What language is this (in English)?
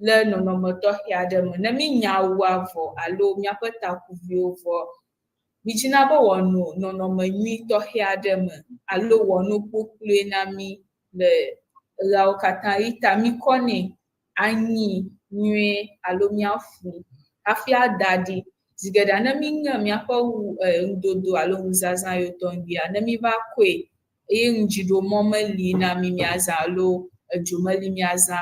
Ewe